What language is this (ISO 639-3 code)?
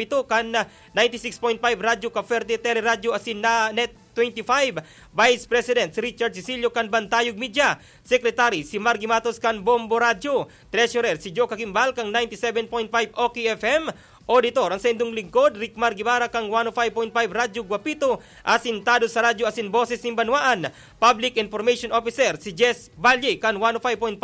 bik